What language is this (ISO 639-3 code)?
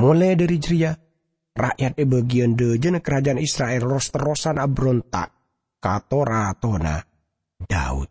mad